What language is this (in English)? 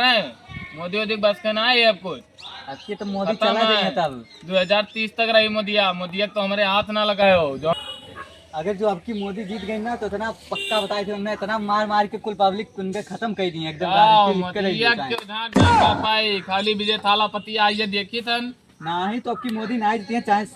Awadhi